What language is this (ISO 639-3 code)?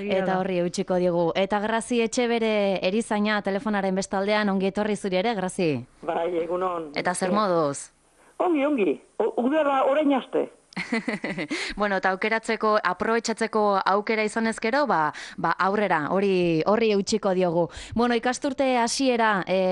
eus